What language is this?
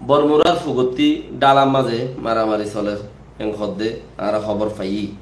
Rohingya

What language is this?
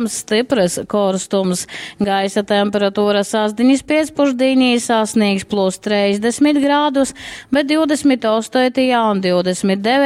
Latgalian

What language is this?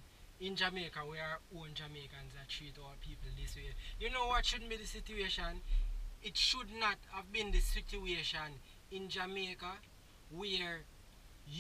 Jamaican Creole English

